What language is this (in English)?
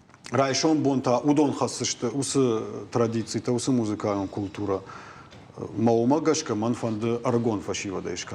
Ossetic